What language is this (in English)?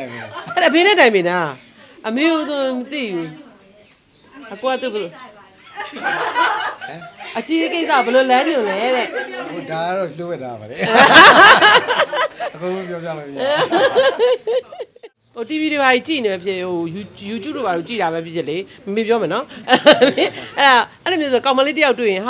Burmese